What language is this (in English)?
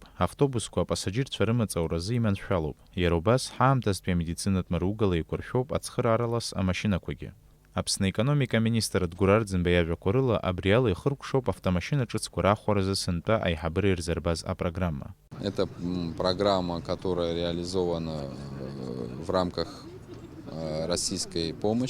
Abkhazian